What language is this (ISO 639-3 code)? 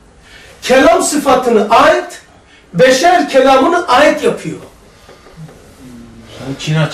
tur